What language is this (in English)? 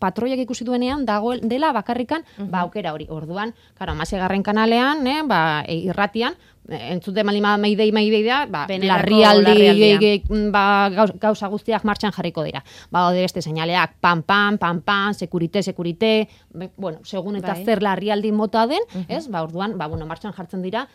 Basque